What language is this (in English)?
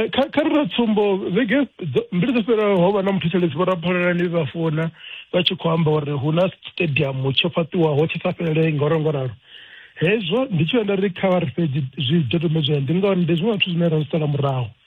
Venda